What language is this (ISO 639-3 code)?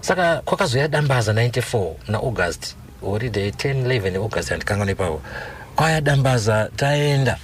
sna